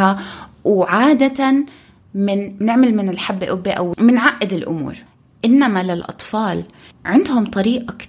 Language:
North Levantine Arabic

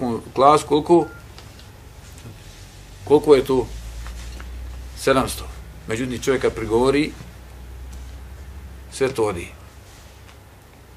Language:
Bosnian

